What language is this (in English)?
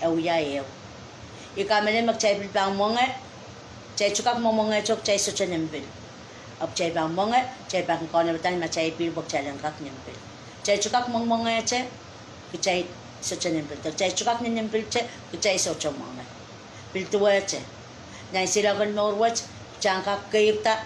Pohnpeian